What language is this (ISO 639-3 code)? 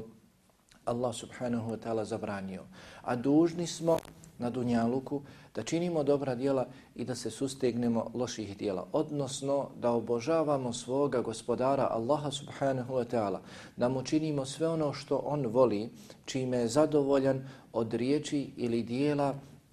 bos